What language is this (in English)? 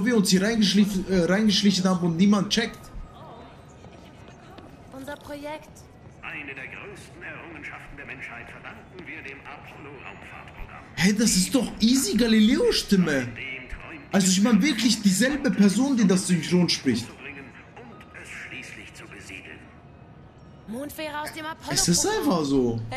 German